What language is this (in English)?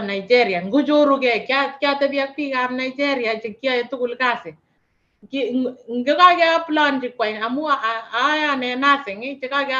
Kalenjin